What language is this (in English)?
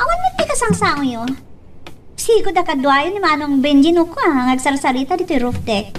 Iloko